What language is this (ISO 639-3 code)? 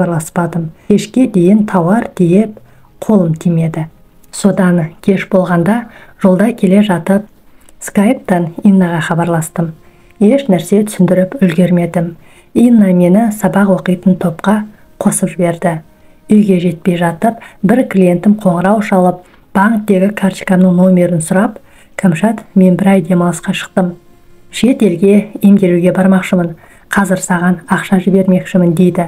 kaz